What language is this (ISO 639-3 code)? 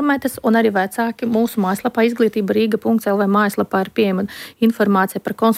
lav